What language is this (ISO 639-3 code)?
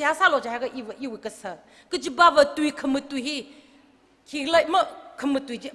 nmf